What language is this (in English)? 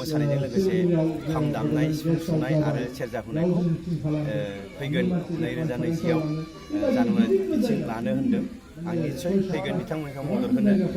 Bodo